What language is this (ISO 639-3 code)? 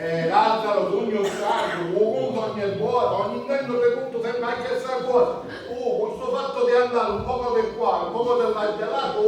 scn